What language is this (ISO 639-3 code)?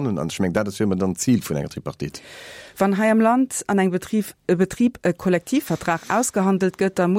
ltz